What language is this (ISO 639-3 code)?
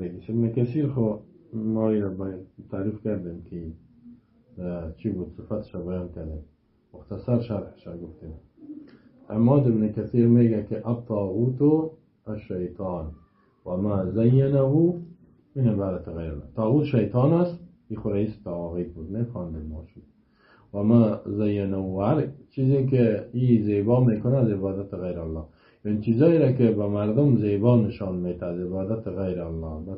fas